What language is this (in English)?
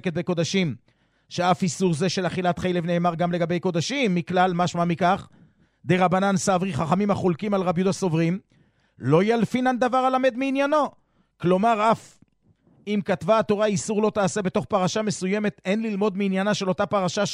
Hebrew